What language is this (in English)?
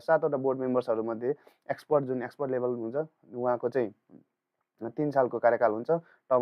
Nepali